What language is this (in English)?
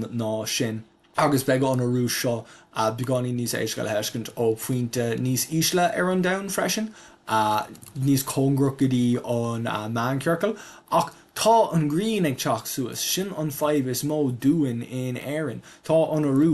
Irish